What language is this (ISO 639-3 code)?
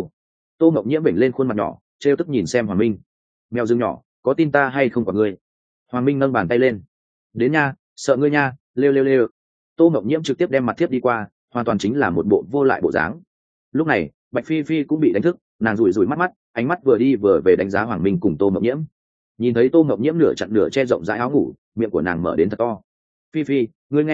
vie